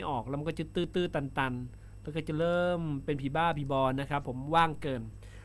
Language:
Thai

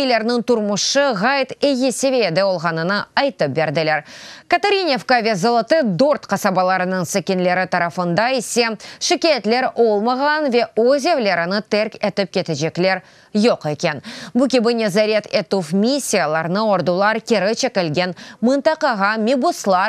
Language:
Crimean Tatar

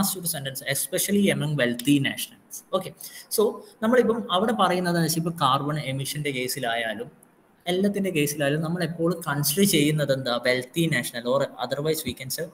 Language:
Malayalam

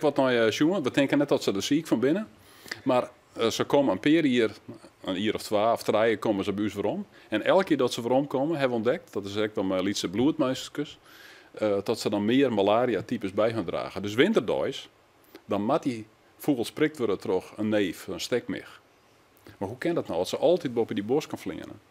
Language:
Western Frisian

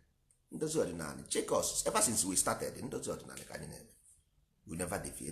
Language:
Igbo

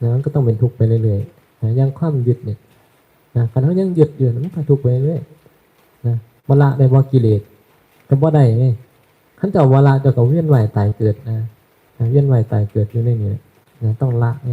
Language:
Northeastern Thai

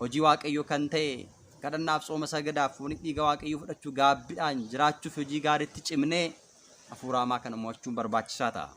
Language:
Oromo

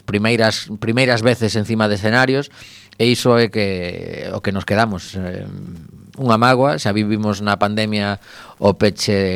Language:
Galician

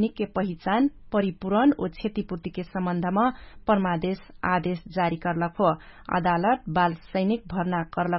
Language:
Dangaura Tharu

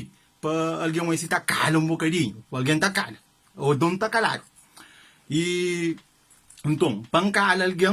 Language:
Kabuverdianu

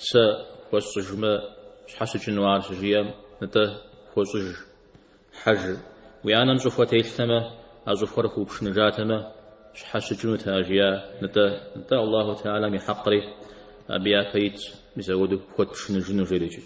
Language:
Kabardian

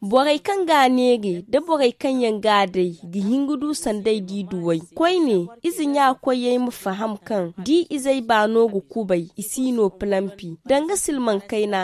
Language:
Zarma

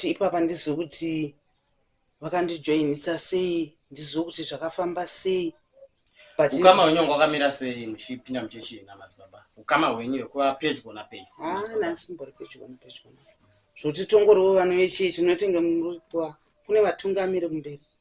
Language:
Shona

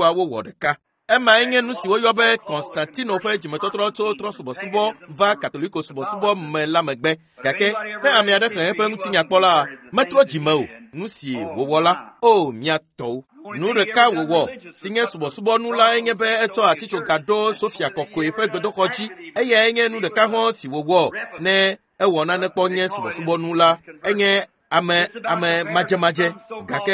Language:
Ewe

